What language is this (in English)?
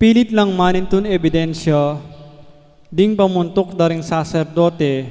Pampanga